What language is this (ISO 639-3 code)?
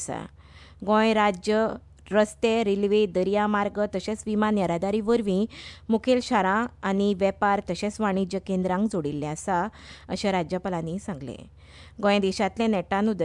kok